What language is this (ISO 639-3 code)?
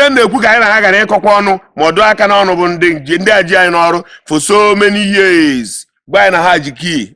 ibo